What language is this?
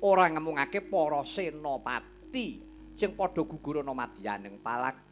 Javanese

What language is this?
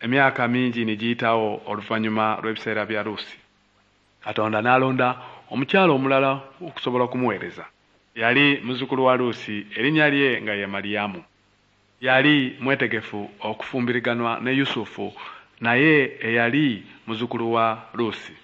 Ganda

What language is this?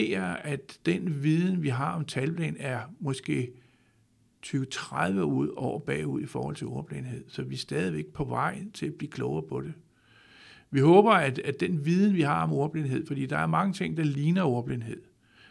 Danish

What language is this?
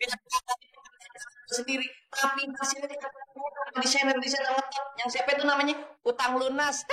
Betawi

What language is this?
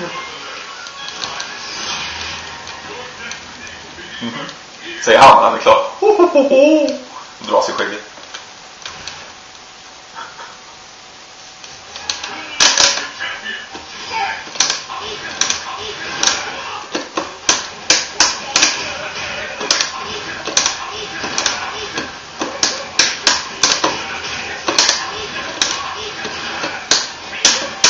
Swedish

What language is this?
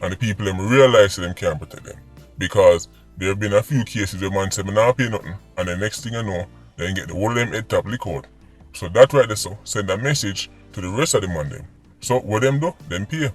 Jamaican Creole English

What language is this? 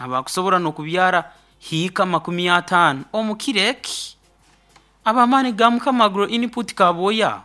Nyoro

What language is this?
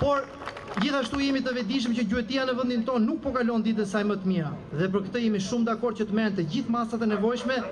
Albanian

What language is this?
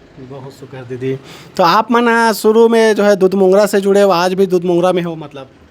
Chhattisgarhi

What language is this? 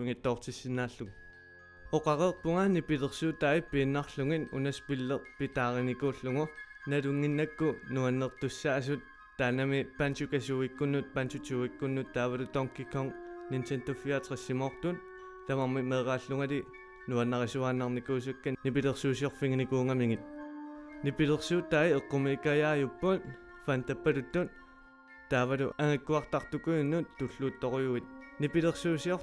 Kalaallisut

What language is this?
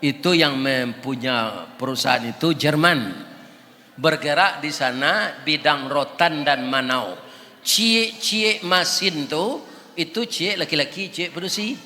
Minangkabau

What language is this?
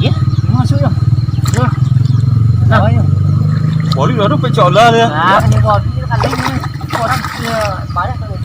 Minangkabau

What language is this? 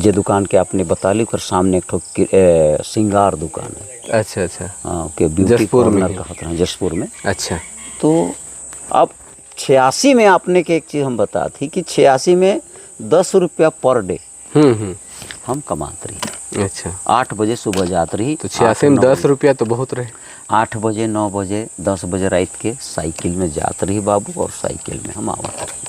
Sadri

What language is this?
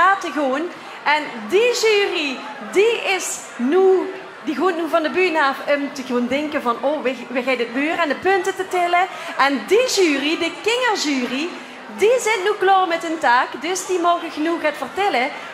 Limburgish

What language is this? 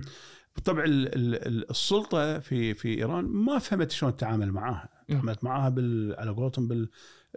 Gulf Arabic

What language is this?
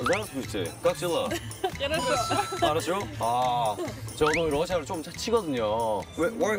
Korean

